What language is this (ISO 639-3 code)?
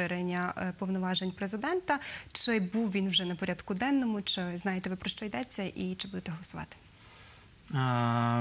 ukr